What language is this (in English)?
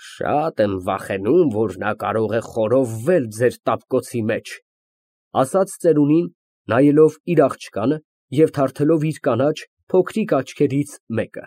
Armenian